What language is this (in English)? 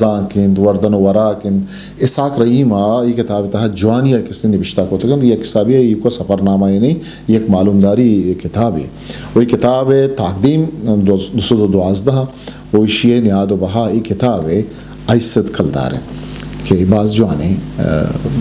Eastern Balochi